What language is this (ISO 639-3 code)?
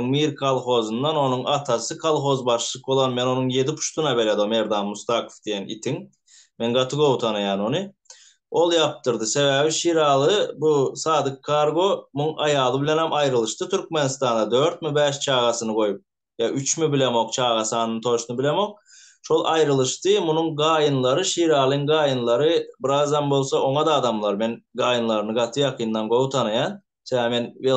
tuk